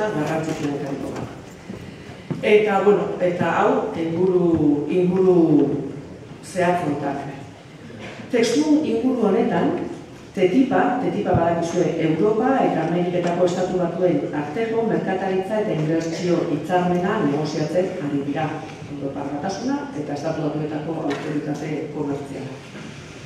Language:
Basque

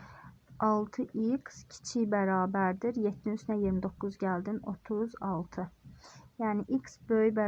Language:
Azerbaijani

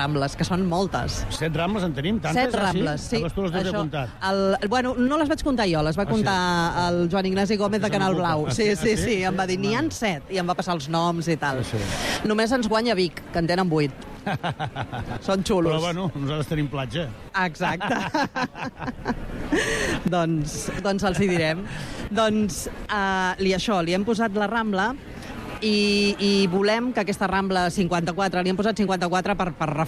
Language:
Catalan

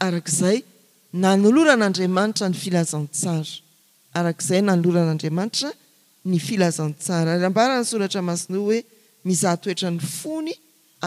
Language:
Malagasy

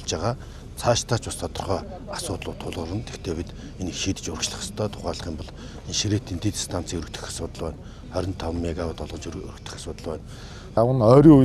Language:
Mongolian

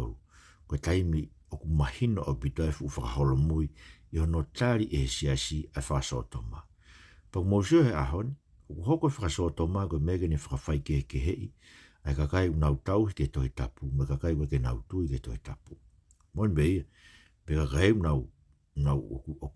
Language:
Tongan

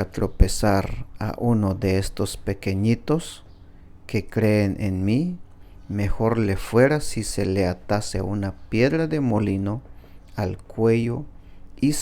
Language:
Tzeltal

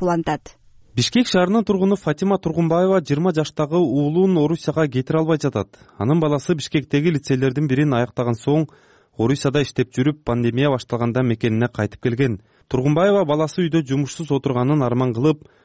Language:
Kyrgyz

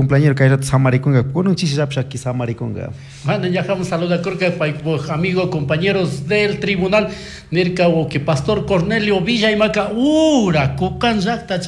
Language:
Chimborazo Highland Quichua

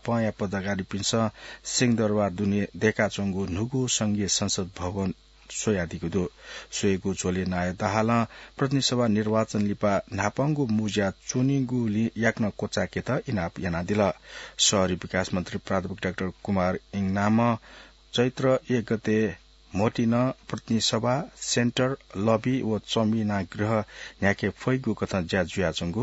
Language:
Newari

